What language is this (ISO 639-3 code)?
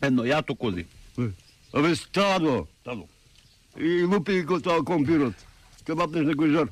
mkd